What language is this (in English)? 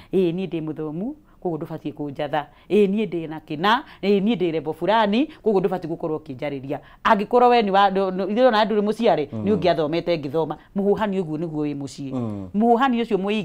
Kikuyu